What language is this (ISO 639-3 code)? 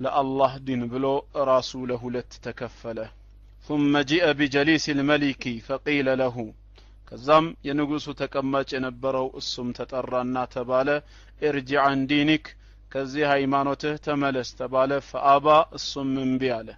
amh